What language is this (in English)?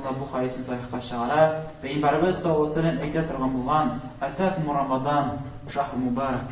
Tatar